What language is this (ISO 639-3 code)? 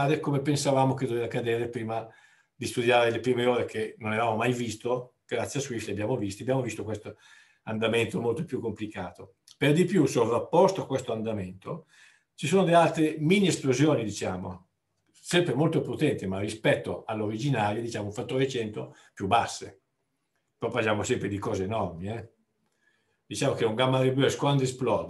ita